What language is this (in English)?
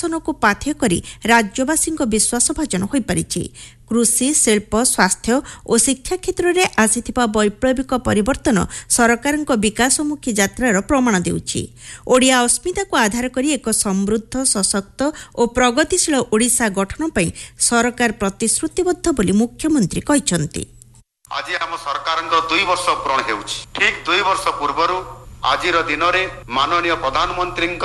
Odia